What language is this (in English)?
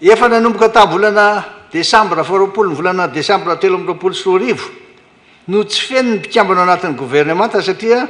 Malagasy